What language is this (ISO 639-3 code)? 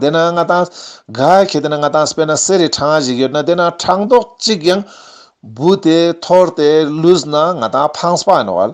lbj